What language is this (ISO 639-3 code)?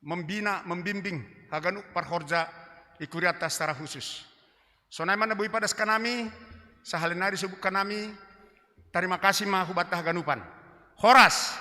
bts